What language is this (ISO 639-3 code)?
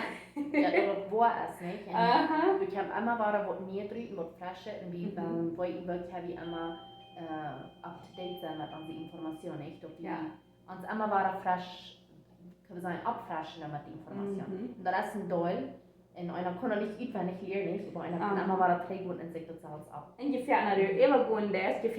pdt